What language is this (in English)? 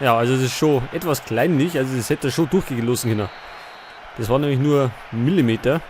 Bavarian